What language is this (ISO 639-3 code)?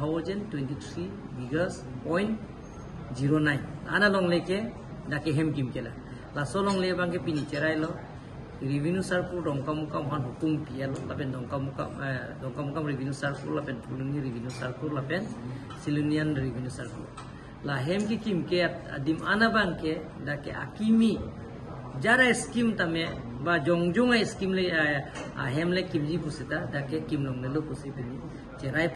mjw